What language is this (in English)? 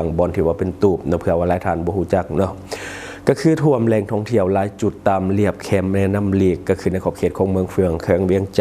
Lao